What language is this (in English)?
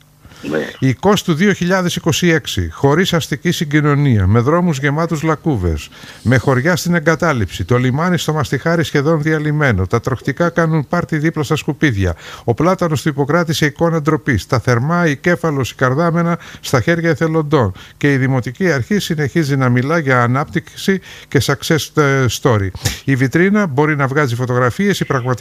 Greek